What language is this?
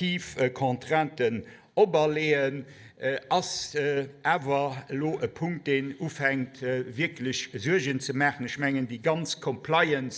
Luxembourgish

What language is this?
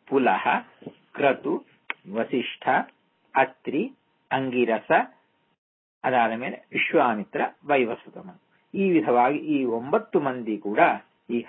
Kannada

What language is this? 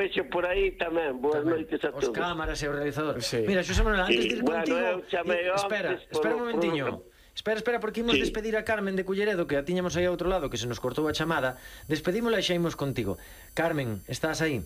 Galician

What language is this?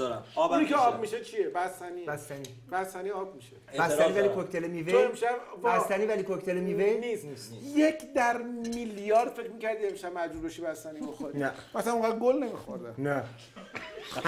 Persian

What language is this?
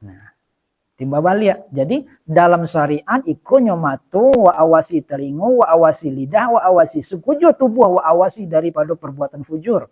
Minangkabau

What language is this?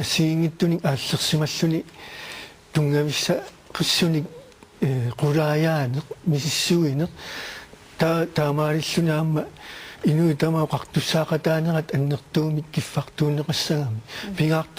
Kalaallisut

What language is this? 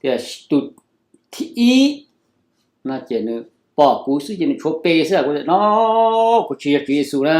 Hmong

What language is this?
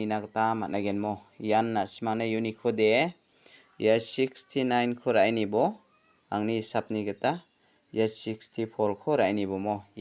Garo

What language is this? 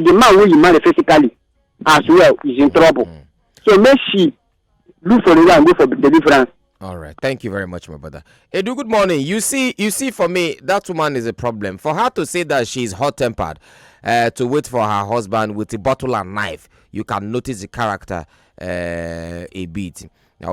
Nigerian Pidgin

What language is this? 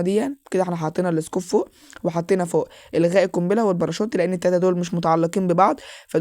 Egyptian Arabic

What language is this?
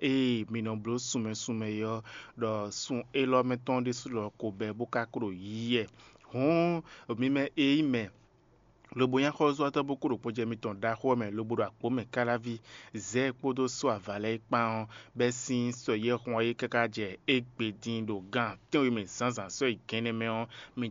Fon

